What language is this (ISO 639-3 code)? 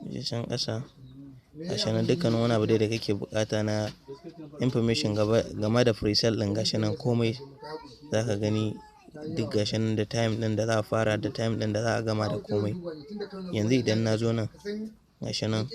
hau